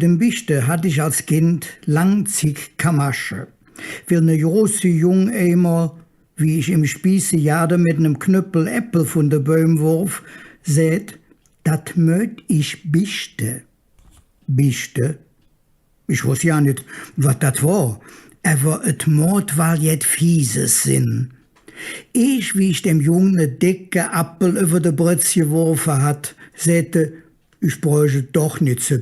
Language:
Colognian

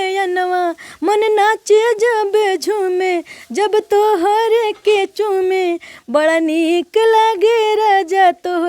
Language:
Bhojpuri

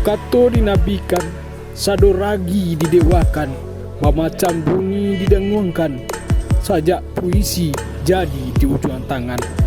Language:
Minangkabau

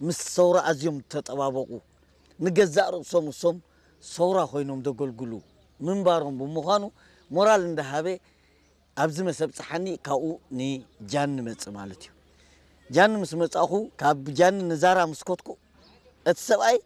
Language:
Tigrinya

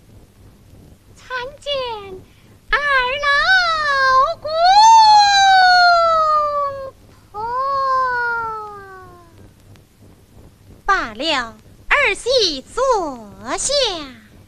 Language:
Chinese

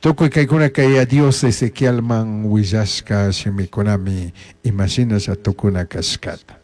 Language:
Chimborazo Highland Quichua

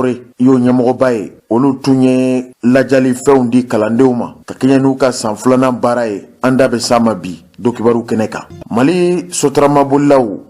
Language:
Bambara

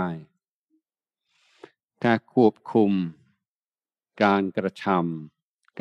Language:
Thai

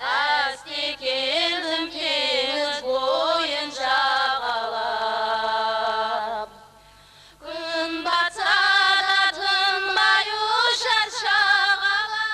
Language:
Kara-Kalpak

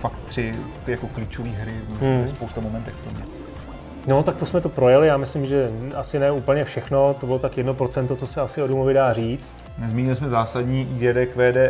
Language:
Czech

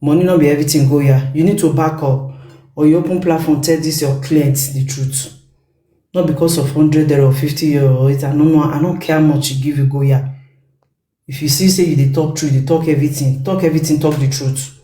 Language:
Nigerian Pidgin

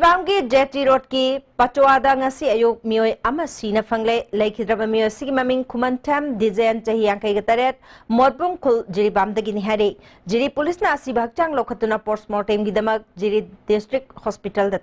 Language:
Manipuri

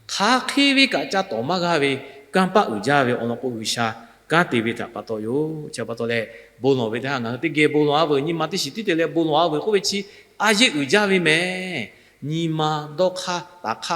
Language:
Lahu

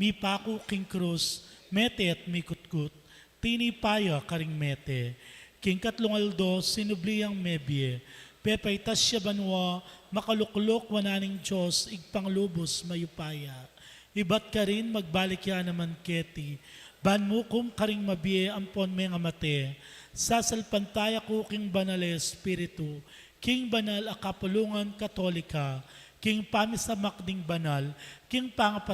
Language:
Pampanga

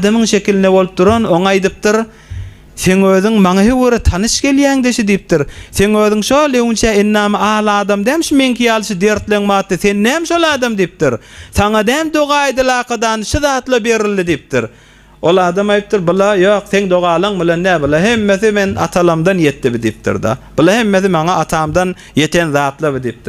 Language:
Turkmen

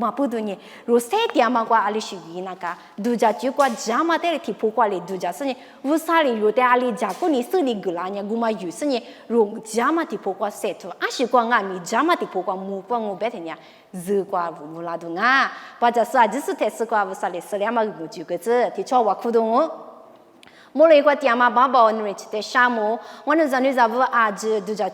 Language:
Lisu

